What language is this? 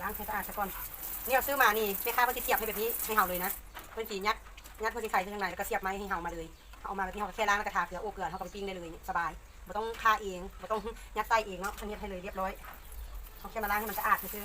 Lao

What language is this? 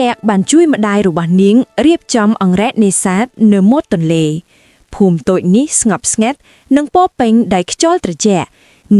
Khmer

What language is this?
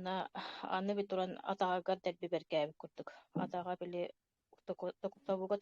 Yakut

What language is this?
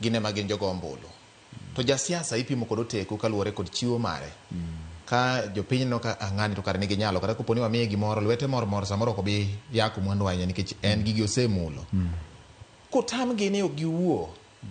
Luo (Kenya and Tanzania)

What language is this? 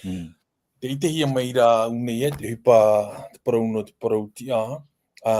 Tahitian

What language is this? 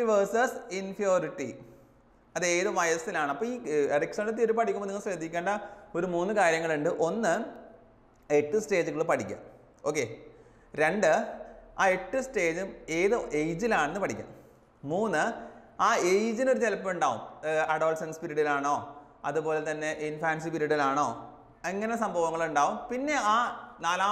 Malayalam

